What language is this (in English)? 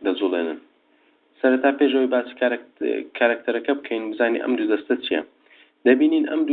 Central Kurdish